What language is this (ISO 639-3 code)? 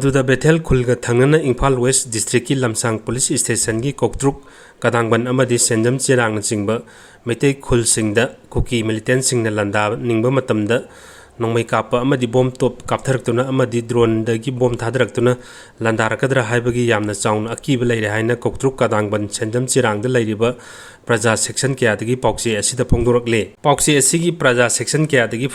mni